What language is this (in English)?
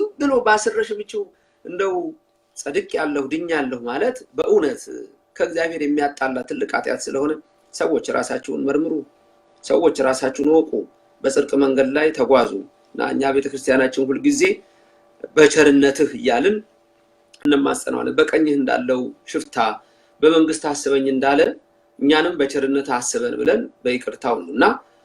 Amharic